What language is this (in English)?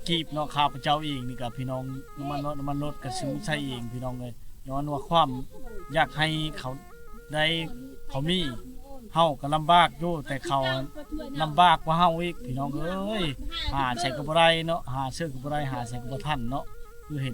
Lao